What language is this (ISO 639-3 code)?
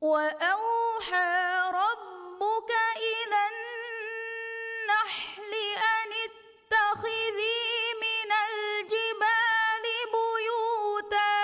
div